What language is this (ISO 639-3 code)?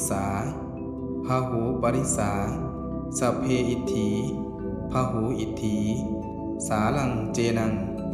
pli